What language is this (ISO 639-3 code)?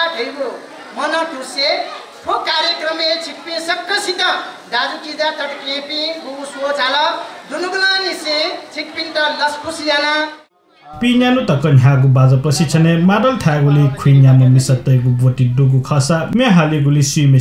new